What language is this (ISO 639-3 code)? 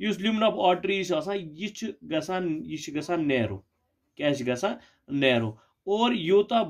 kas